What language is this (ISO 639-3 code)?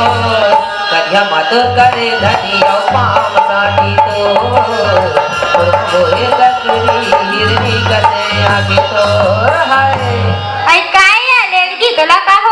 hne